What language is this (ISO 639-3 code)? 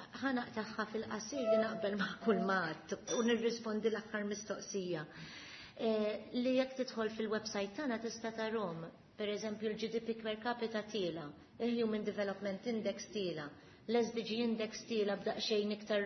mlt